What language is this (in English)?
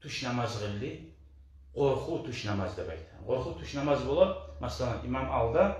Kumyk